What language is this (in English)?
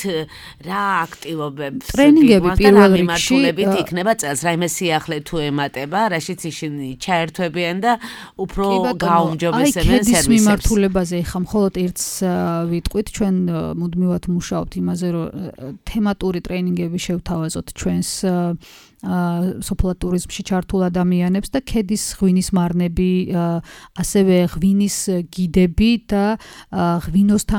Georgian